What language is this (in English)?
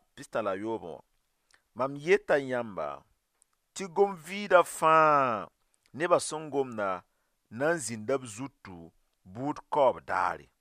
Mossi